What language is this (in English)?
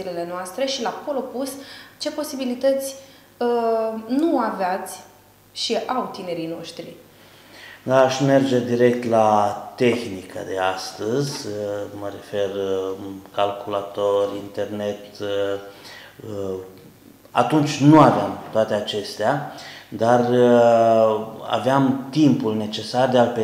Romanian